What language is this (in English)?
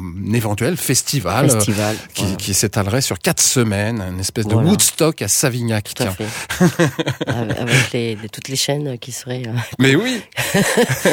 French